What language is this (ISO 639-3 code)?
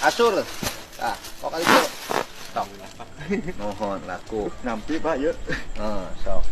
sun